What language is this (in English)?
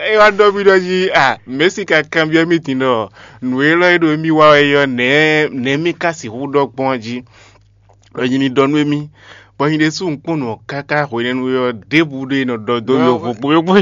Fon